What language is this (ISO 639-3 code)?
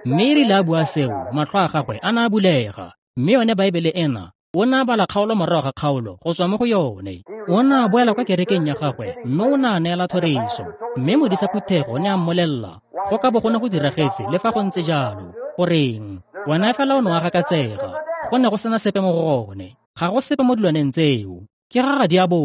tsn